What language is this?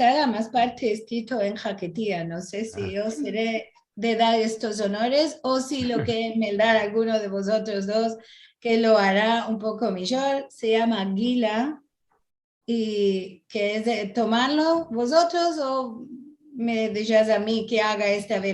Ladino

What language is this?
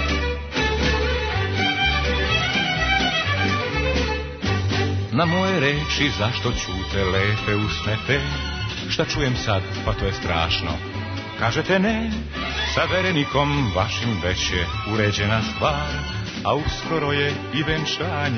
Serbian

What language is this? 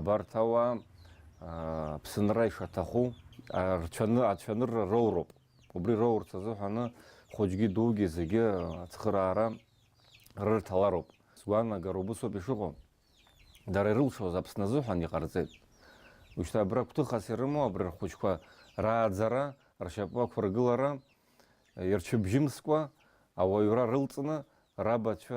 Abkhazian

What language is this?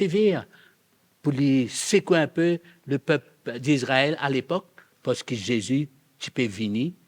Morisyen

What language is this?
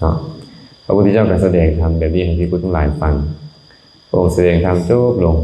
Lao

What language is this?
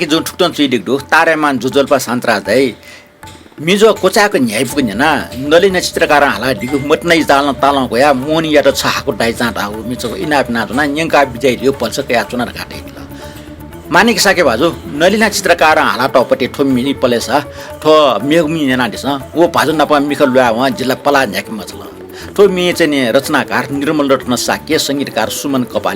Newari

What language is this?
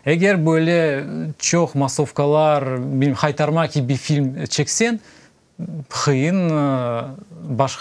Crimean Tatar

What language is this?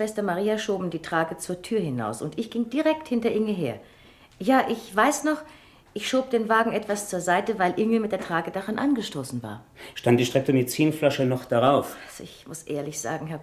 Swiss German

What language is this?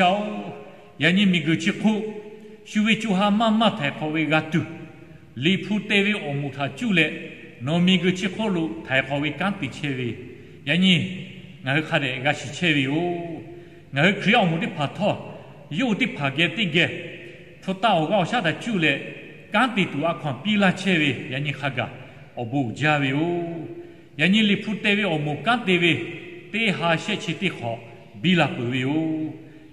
Lahu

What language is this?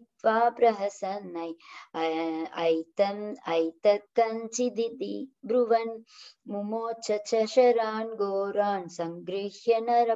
Sanskrit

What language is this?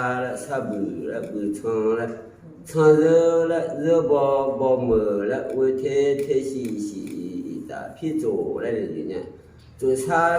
Lahu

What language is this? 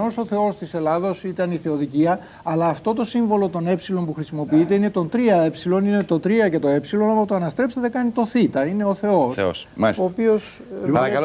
Greek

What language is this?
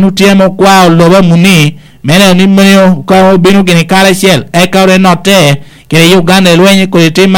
Lango (Uganda)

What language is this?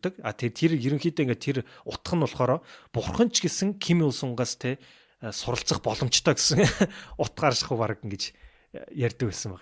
Mongolian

